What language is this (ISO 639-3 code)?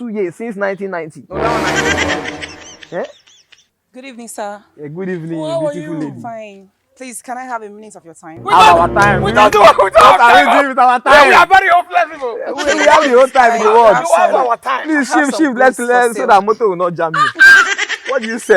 pcm